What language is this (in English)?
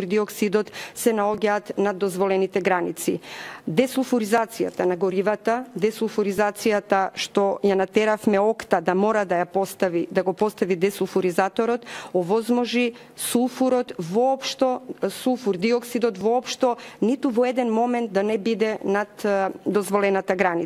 Macedonian